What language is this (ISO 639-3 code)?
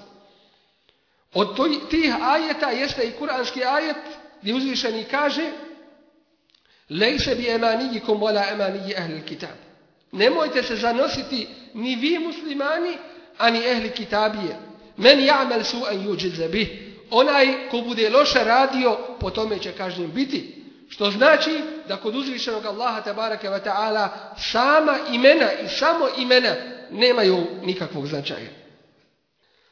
bos